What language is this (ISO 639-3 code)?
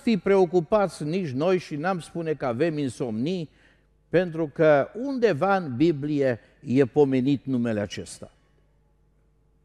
ron